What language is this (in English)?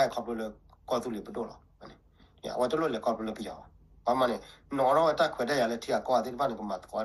S'gaw Karen